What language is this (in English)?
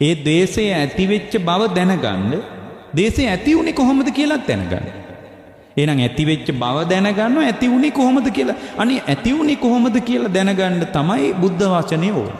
Sinhala